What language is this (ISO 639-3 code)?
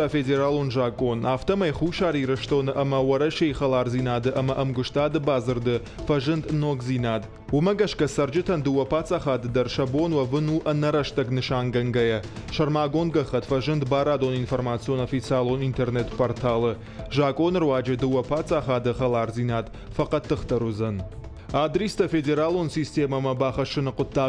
oss